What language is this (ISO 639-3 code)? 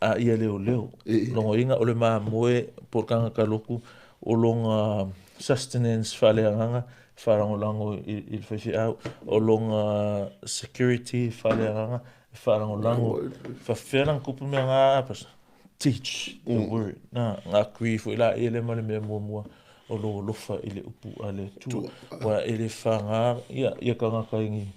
smo